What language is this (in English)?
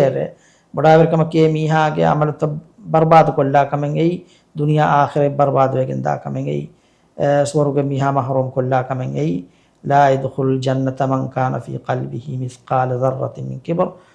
Divehi